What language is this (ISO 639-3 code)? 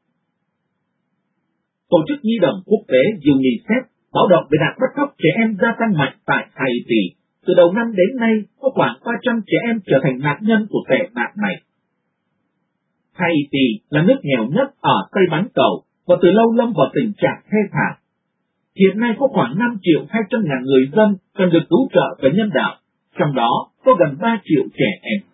vie